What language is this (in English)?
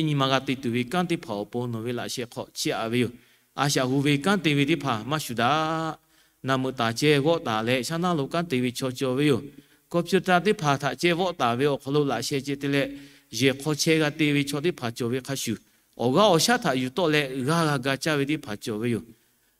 Lahu